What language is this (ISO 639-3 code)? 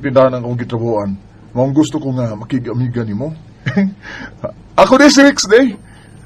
ceb